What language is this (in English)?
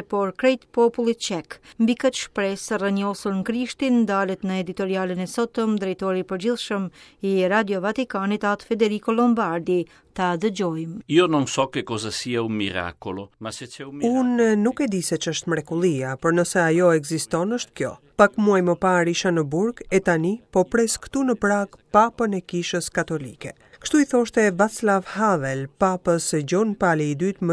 Albanian